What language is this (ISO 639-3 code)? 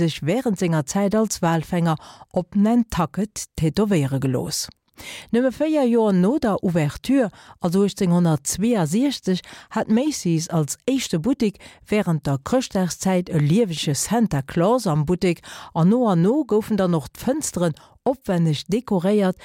ltz